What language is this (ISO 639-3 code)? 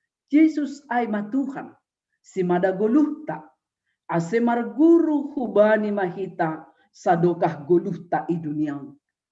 bts